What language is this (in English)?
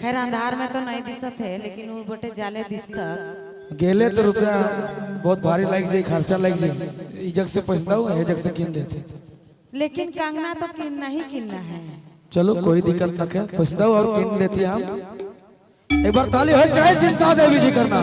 Sadri